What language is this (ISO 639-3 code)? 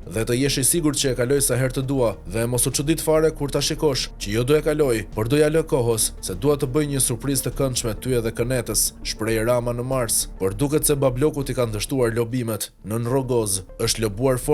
sqi